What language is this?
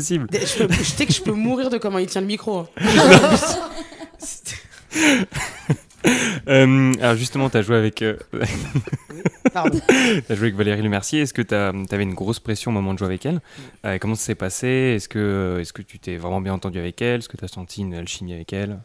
French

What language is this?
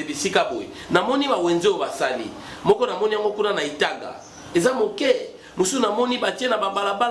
Lingala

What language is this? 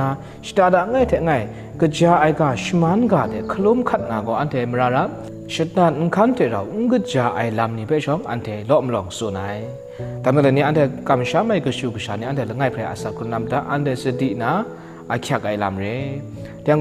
Kachin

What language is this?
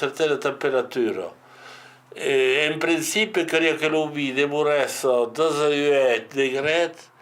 Occitan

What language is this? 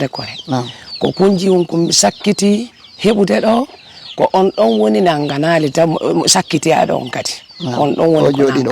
Fula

